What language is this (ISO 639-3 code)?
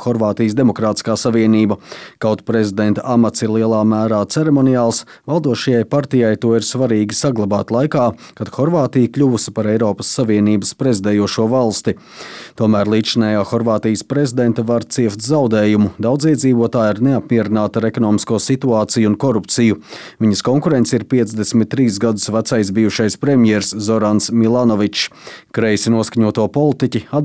lav